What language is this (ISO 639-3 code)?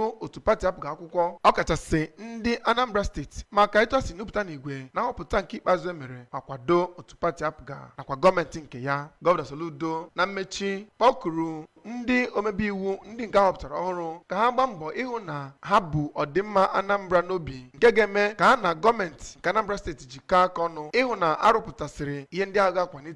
ibo